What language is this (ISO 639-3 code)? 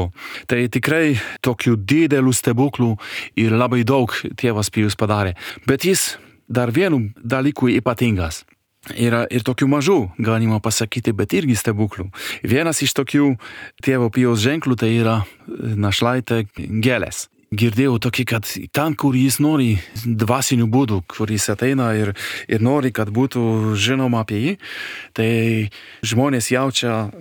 lit